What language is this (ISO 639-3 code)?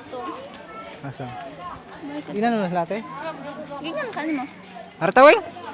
ceb